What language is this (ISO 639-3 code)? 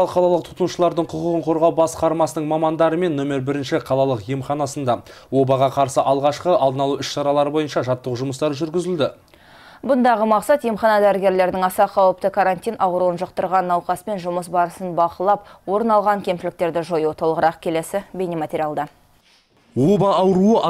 kaz